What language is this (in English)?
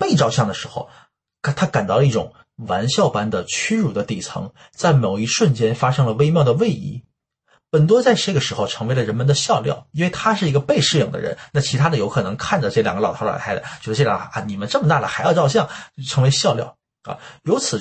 Chinese